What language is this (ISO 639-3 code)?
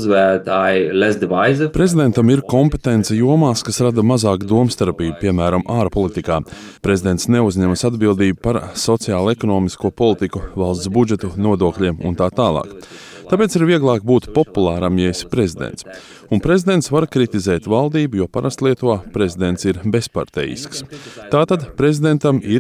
lav